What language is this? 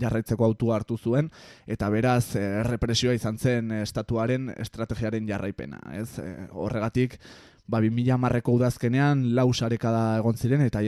Basque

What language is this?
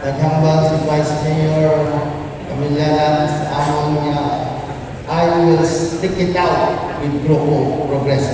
Hiligaynon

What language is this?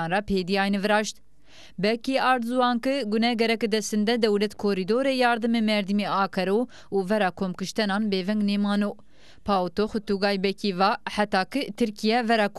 Zaza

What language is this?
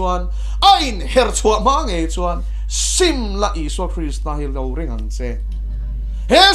Mizo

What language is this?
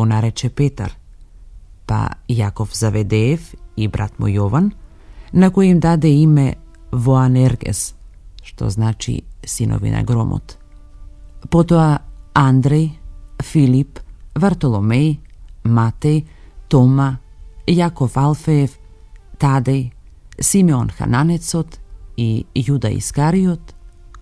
Macedonian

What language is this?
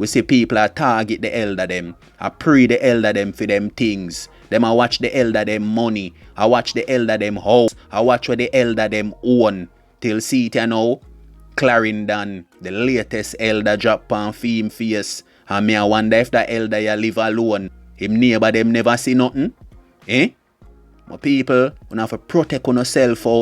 Jamaican Creole English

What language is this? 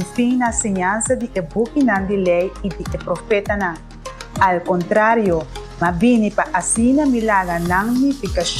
Papiamento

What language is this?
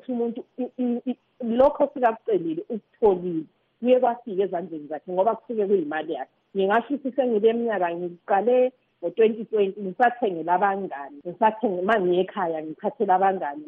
North Ndebele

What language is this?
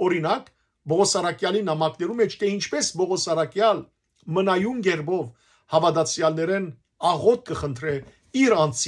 Western Armenian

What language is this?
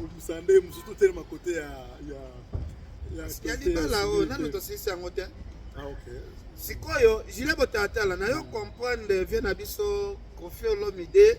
Lingala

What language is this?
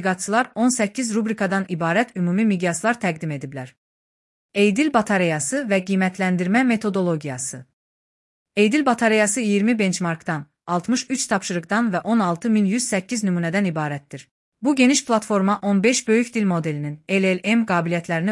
Azerbaijani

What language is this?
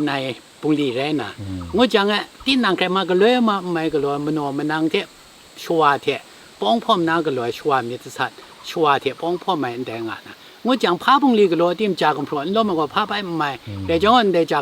Kachin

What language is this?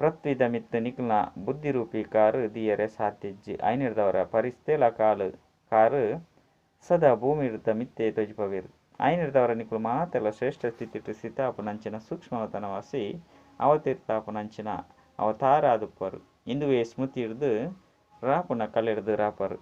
Tulu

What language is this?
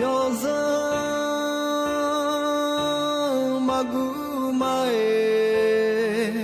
Akha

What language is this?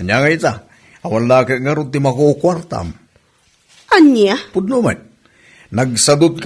Iloko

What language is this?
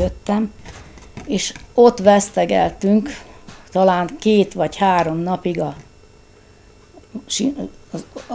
Hungarian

